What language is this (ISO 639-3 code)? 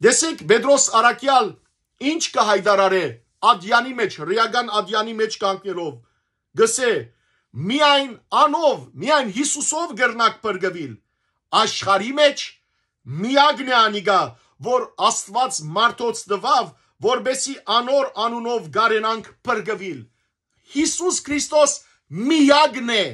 hyw